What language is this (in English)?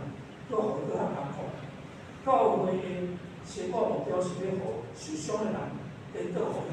Min Nan Chinese